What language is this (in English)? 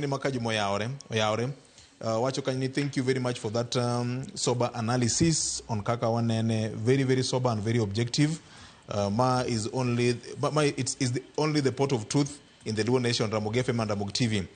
Luo (Kenya and Tanzania)